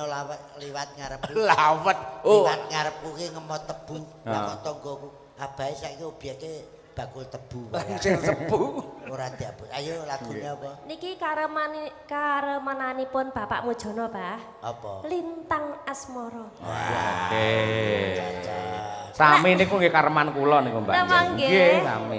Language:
Javanese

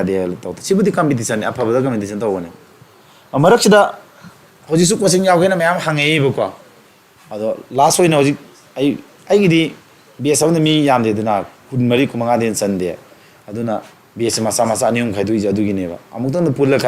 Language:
Manipuri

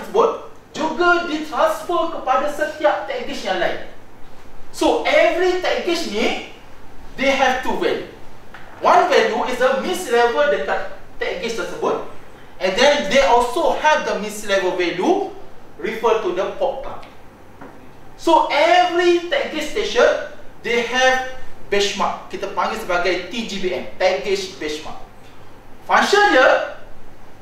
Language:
Malay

